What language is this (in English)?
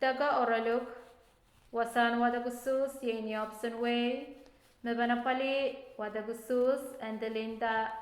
Pohnpeian